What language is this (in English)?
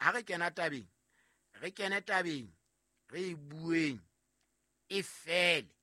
Southern Sotho